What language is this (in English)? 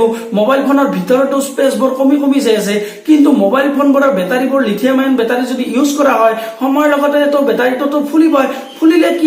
Assamese